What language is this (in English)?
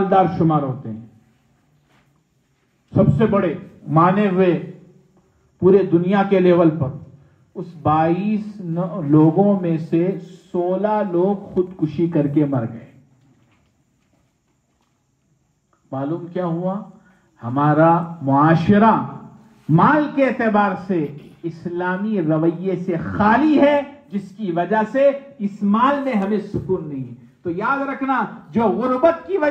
Urdu